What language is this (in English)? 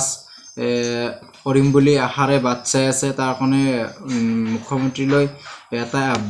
Assamese